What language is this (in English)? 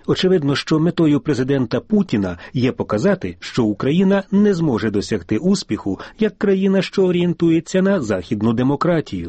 Ukrainian